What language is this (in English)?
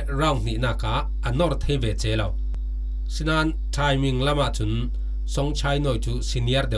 Falam Chin